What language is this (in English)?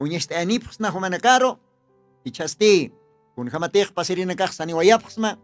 Aymara